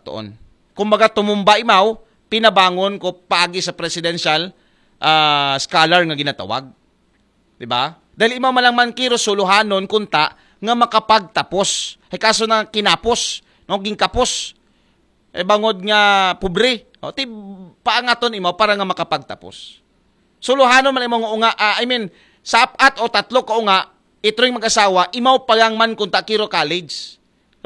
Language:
Aklanon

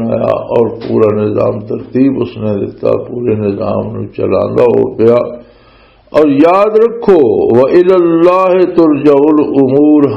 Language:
Western Panjabi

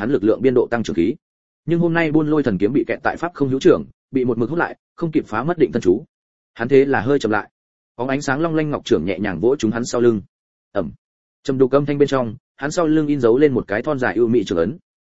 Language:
Vietnamese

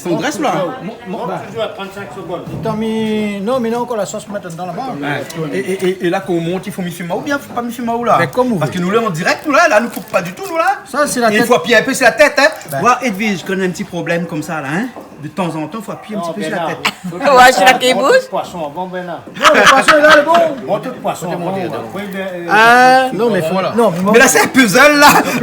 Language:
Réunion Creole French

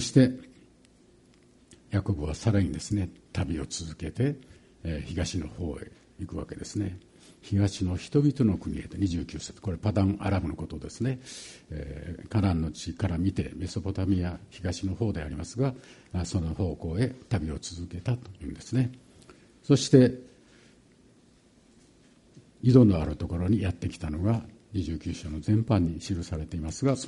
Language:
Japanese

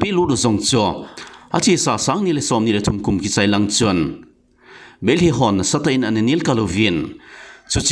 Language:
Thado Chin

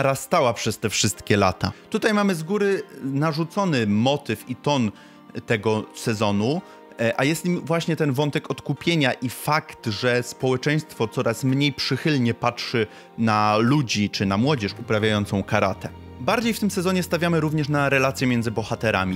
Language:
Polish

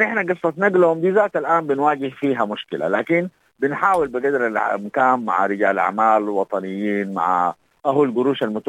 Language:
Sudanese Arabic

